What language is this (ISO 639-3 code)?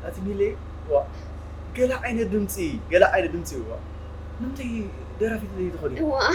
tir